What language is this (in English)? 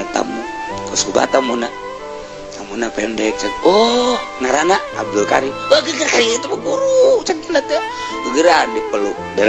Sundanese